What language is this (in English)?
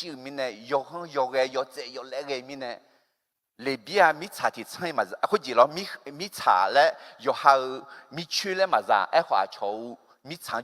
Akha